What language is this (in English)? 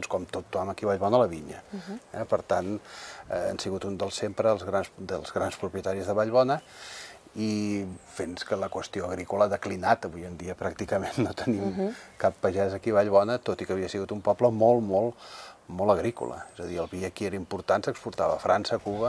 Catalan